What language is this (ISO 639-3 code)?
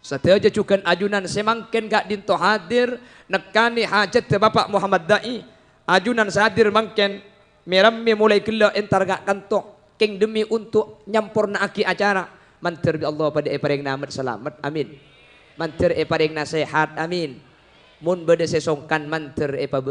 mad